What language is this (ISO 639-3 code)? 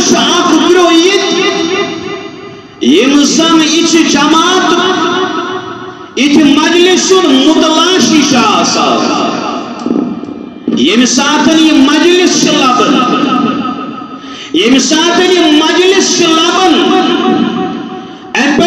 kas